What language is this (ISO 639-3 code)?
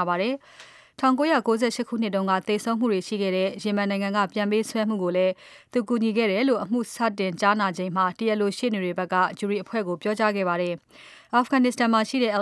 mya